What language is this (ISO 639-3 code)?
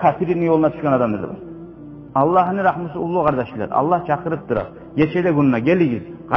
kum